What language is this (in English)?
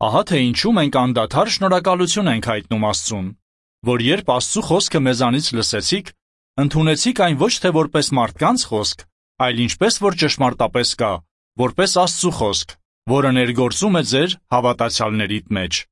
Armenian